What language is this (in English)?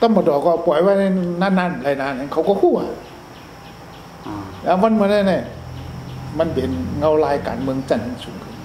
Shan